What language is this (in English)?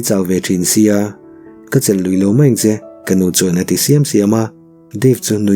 Mizo